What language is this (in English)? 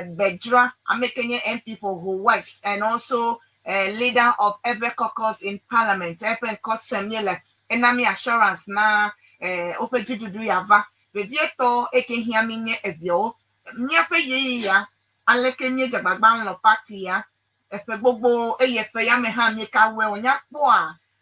Ewe